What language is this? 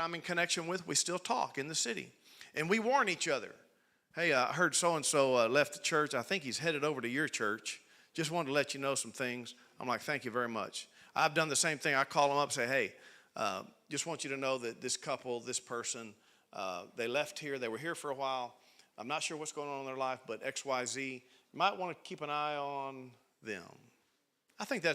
English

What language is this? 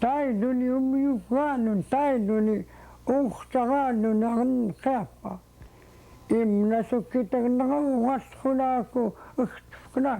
Central Yupik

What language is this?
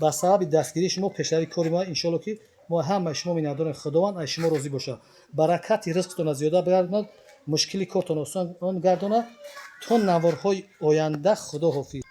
Tajik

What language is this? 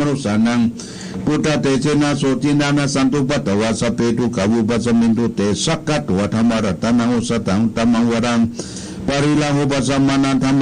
Pali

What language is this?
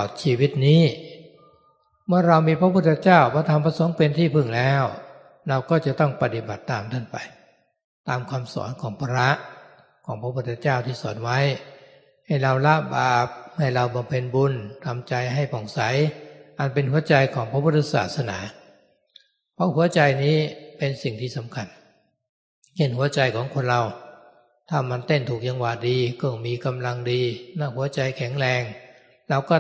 Thai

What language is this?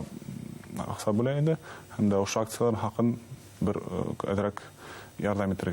Bashkir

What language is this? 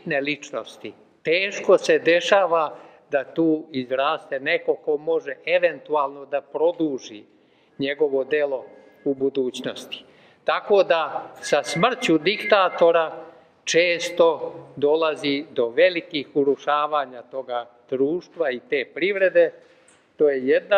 Serbian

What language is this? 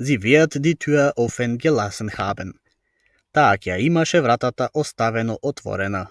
Macedonian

